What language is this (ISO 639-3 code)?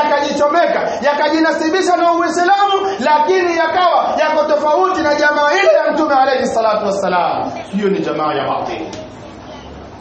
swa